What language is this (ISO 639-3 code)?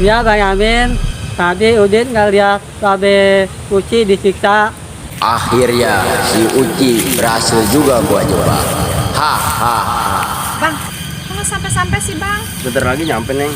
bew